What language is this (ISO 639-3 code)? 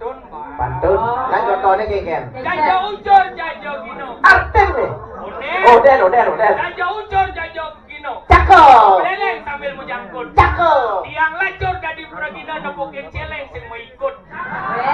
ban